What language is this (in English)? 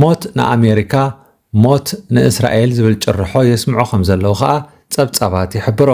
Tigrinya